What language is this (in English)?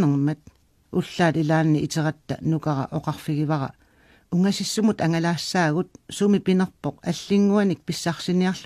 Kalaallisut